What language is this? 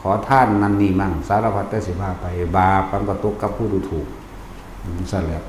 Lao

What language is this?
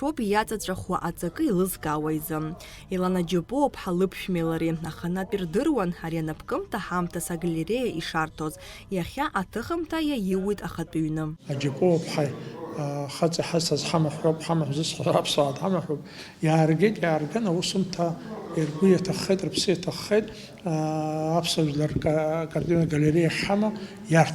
Abkhazian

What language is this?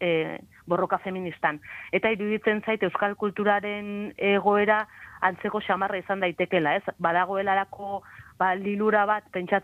Basque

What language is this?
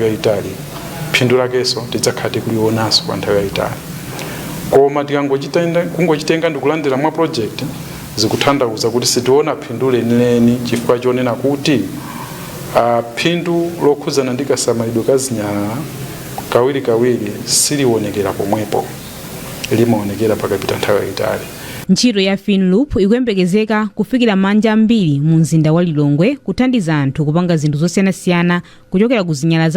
Nyanja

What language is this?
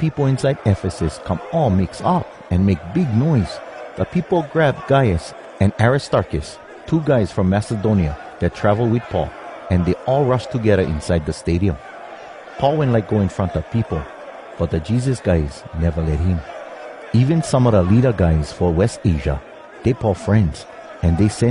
Hawai'i Creole English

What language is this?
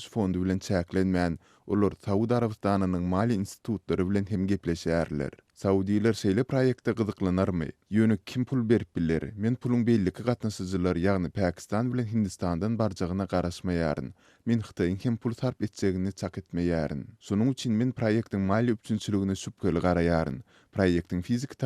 Turkmen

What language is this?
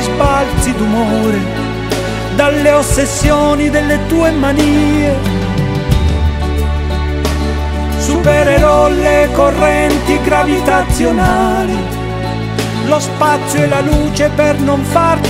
Italian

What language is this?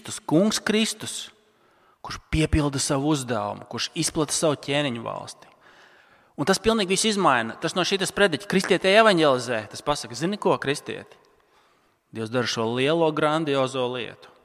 Latvian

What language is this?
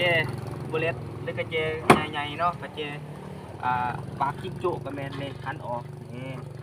Lao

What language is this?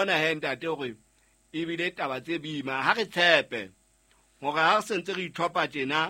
Southern Sotho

